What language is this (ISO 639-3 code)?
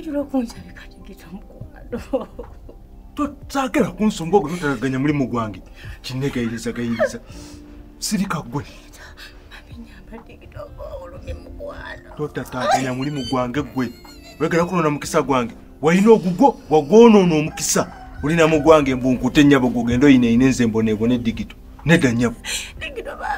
lug